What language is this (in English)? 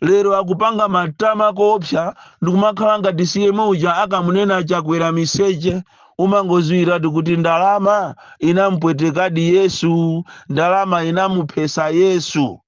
Nyanja